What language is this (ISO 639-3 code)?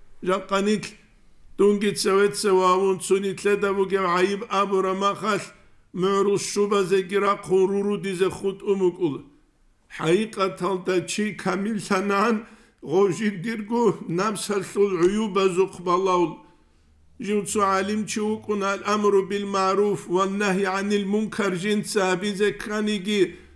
ava